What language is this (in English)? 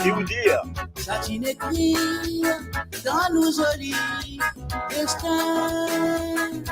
Morisyen